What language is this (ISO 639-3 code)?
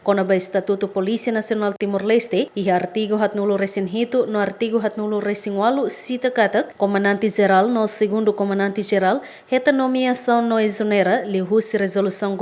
tet